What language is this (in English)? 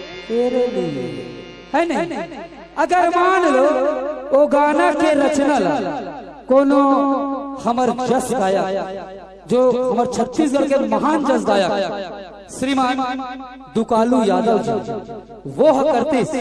Chhattisgarhi